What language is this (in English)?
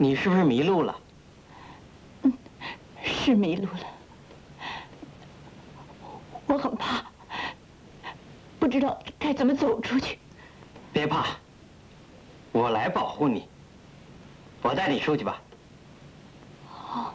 Chinese